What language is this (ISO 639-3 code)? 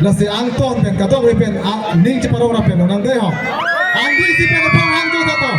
mjw